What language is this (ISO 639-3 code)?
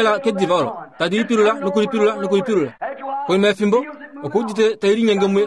kua